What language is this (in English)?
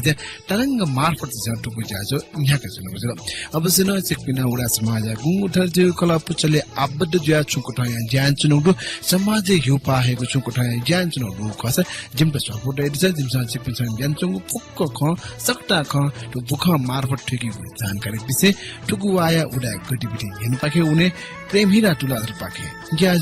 Newari